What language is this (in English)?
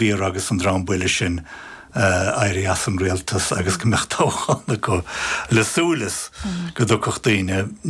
Irish